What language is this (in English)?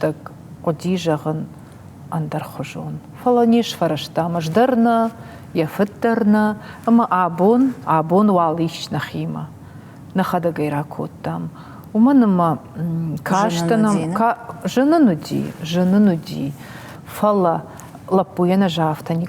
Ossetic